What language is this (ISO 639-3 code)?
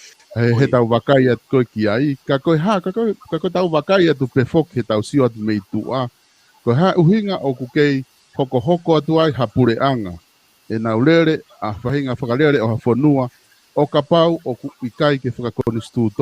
ton